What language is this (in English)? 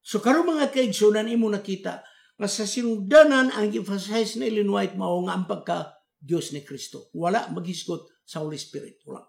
Cebuano